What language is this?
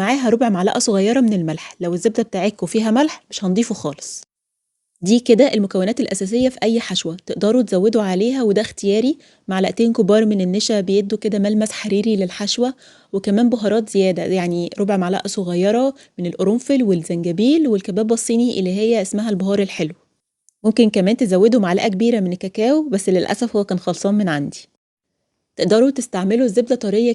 Egyptian Arabic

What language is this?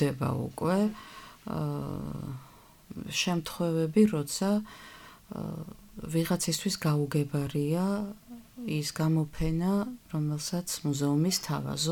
Georgian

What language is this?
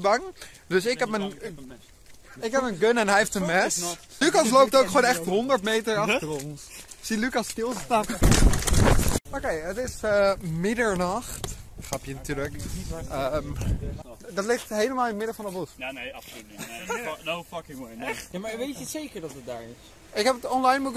Dutch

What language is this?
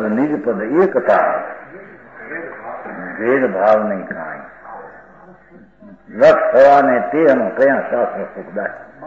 Gujarati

